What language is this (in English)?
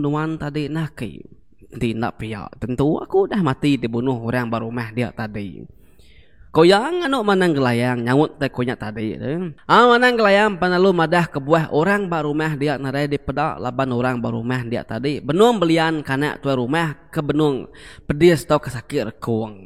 Iban